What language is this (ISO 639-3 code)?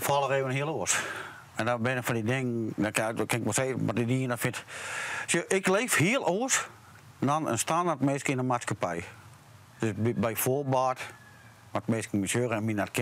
fry